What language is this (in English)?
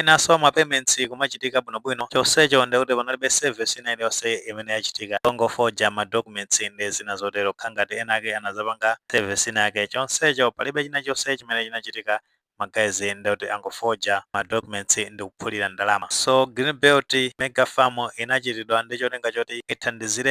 Nyanja